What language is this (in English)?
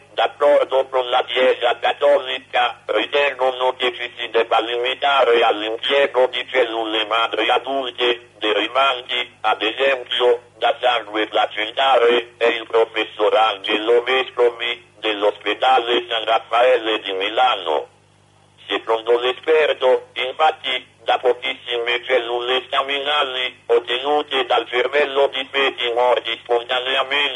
Italian